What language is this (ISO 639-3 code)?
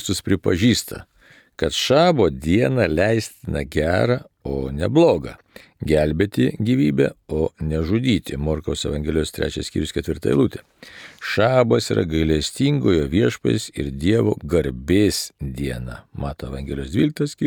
lit